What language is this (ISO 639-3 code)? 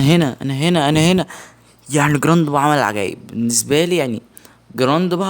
arz